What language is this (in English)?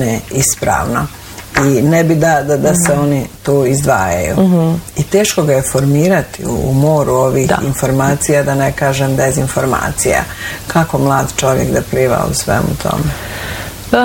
Bosnian